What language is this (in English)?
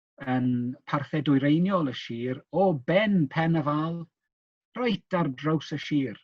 Welsh